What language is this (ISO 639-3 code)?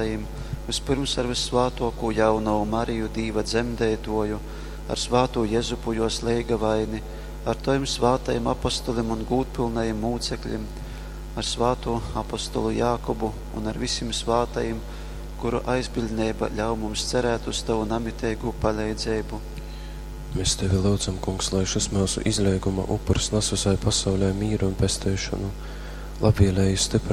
ltg